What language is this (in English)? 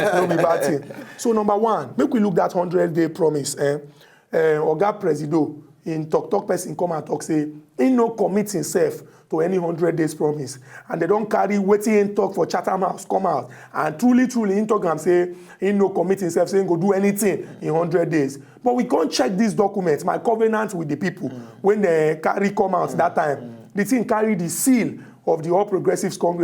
Nigerian Pidgin